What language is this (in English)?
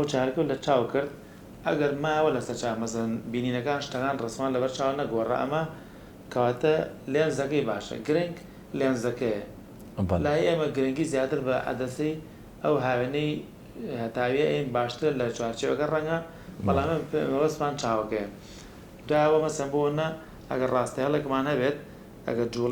Central Kurdish